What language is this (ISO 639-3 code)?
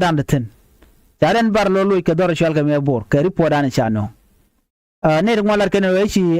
nus